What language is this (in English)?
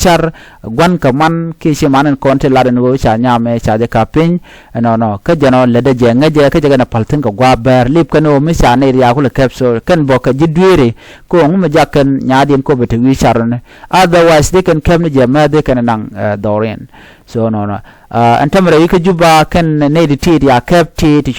Nuer